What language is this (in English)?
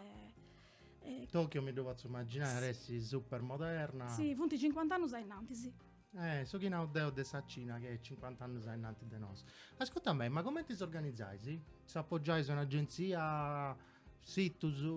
Sardinian